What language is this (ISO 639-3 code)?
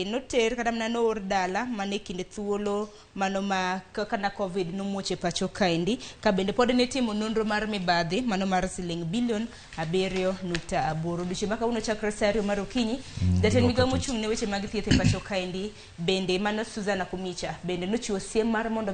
luo